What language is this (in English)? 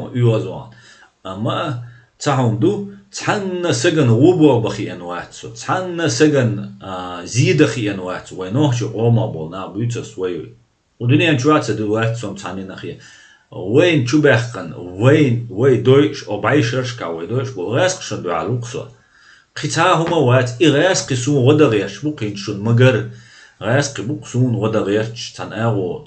Chechen